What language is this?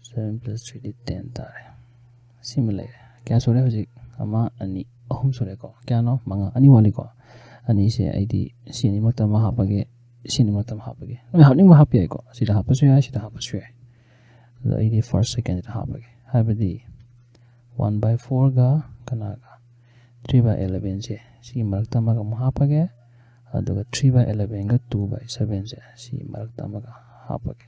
Manipuri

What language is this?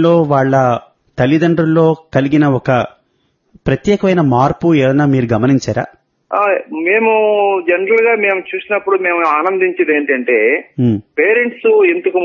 Telugu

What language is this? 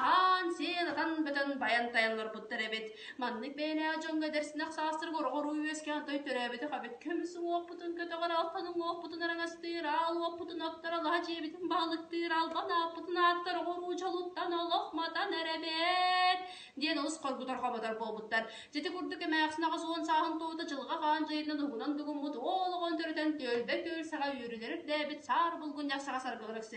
Yakut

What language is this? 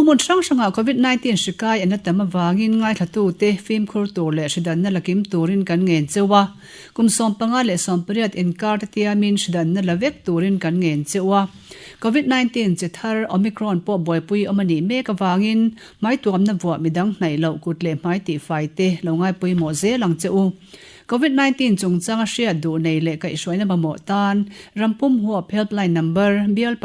Mizo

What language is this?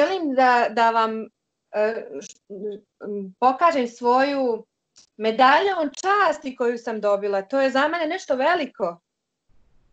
Bosnian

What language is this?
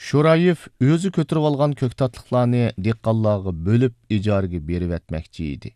Uyghur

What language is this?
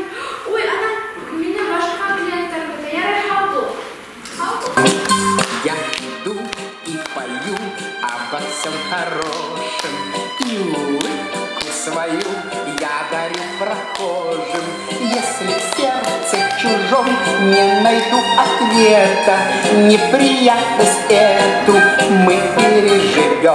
Bashkir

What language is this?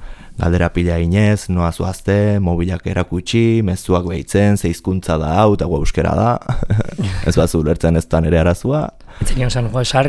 Basque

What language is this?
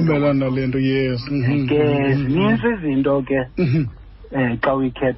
Xhosa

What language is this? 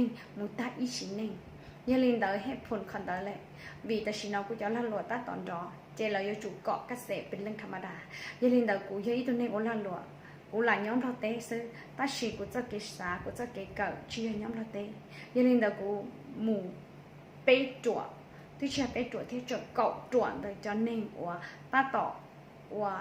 Hmong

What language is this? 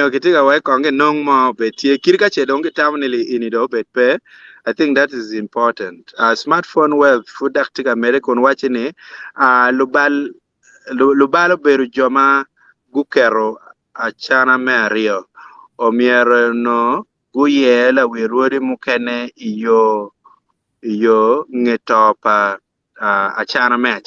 Acoli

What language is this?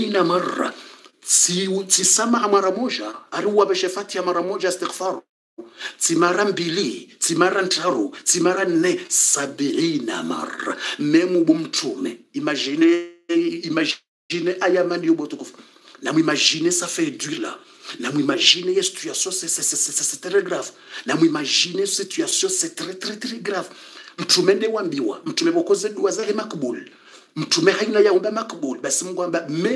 Swahili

